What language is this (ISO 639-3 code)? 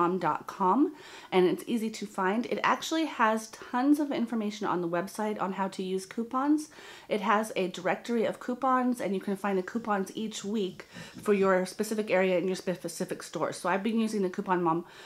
eng